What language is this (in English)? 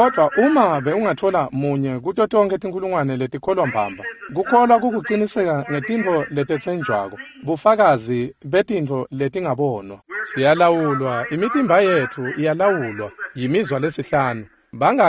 Swati